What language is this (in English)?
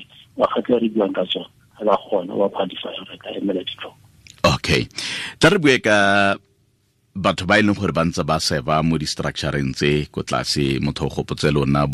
Tswana